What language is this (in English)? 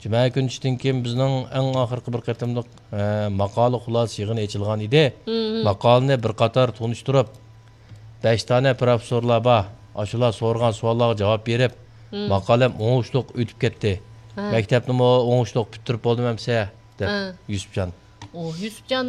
Uyghur